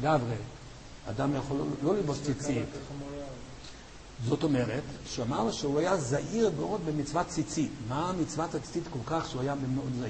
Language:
Hebrew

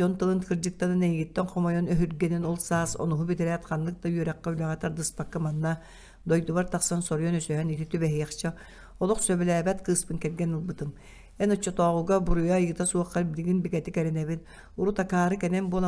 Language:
Yakut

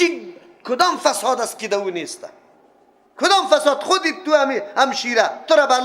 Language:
Persian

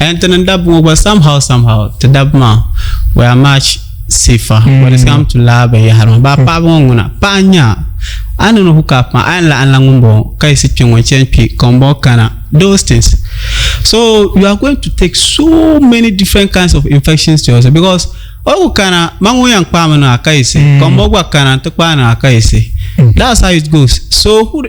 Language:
Dagbani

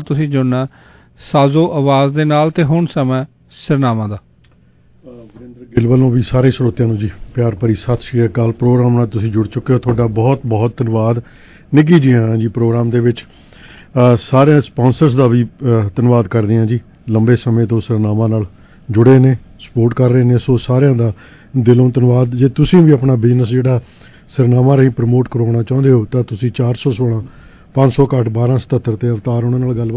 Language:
Punjabi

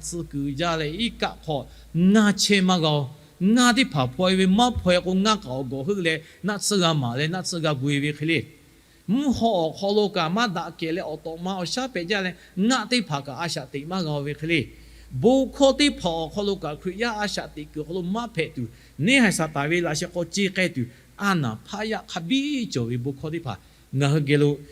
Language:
Lahu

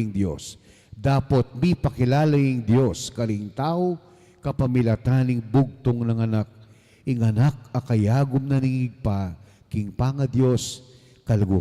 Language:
Pampanga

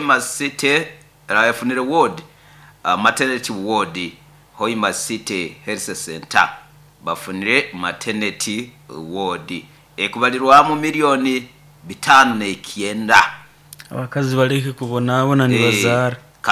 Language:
Nyoro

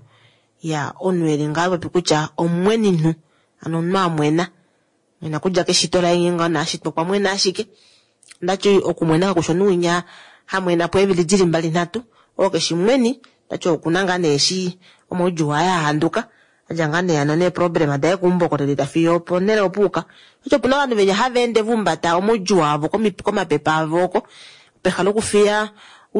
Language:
Kuanyama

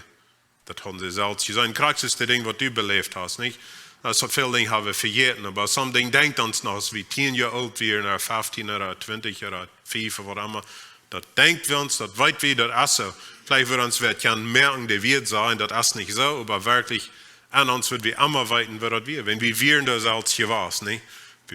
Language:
Plautdietsch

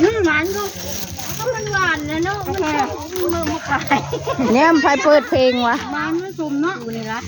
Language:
Northeastern Thai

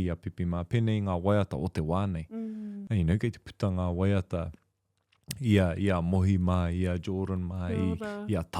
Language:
Māori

